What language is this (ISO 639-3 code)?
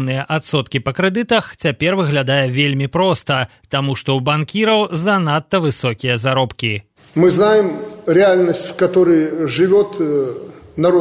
bel